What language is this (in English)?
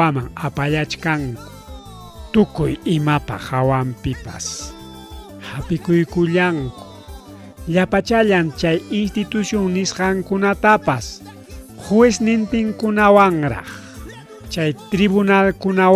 Ayacucho Quechua